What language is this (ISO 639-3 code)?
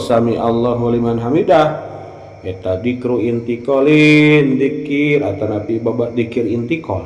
sun